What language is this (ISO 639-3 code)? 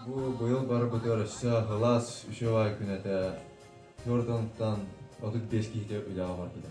sah